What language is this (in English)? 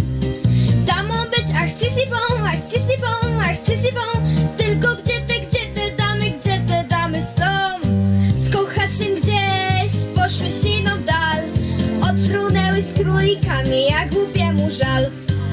Polish